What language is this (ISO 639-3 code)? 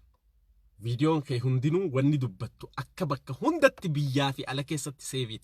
orm